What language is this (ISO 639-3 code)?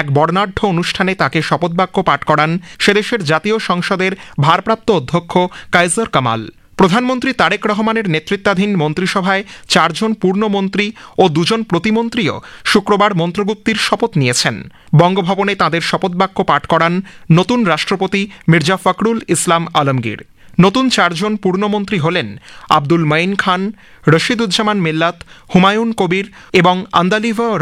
ben